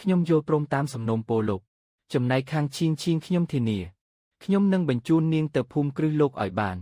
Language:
Khmer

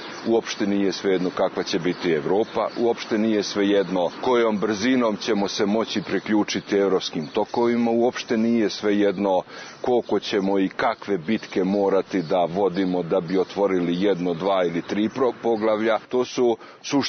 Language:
Serbian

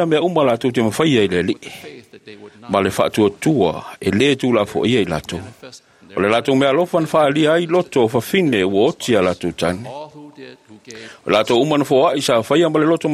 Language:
Samoan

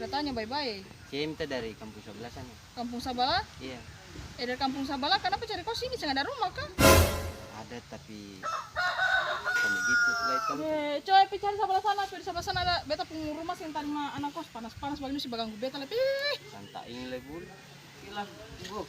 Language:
Ambonese Malay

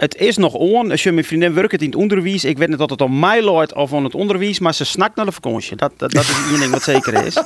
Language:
Western Frisian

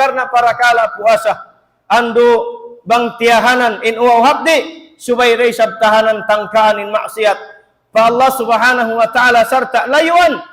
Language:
Tausug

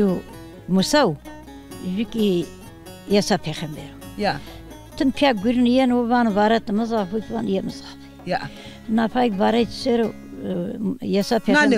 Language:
Zaza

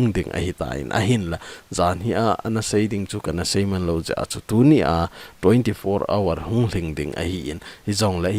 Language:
Thado Chin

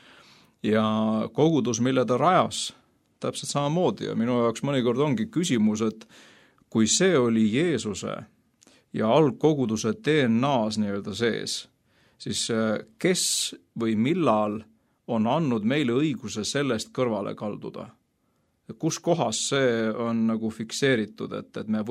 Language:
Estonian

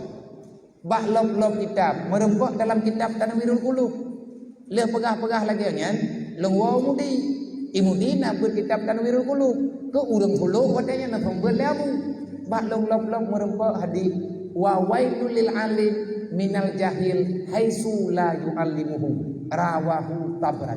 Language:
Achinese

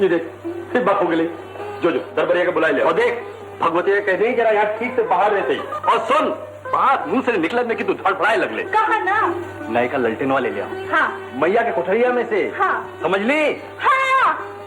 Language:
Magahi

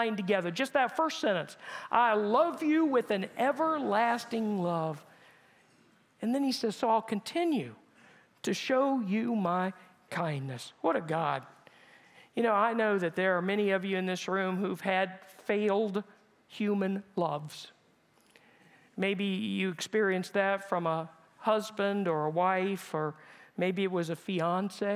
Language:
English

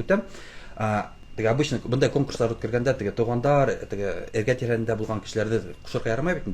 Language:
Bashkir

